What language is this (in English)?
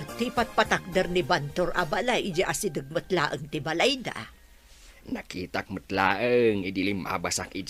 Iloko